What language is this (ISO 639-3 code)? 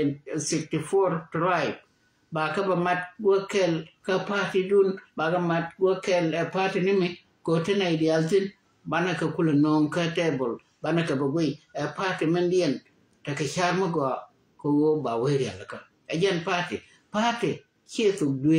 nus